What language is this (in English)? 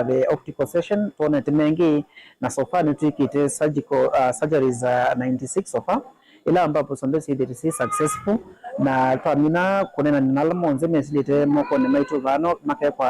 Kamba